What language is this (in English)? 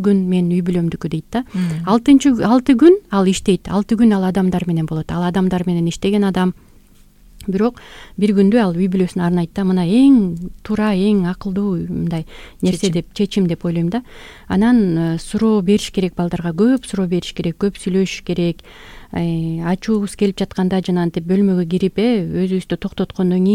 Kyrgyz